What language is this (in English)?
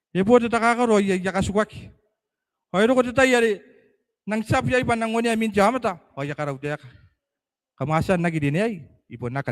Gilbertese